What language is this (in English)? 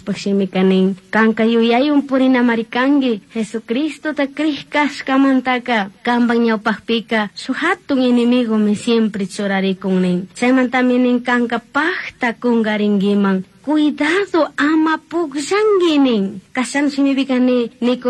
Chimborazo Highland Quichua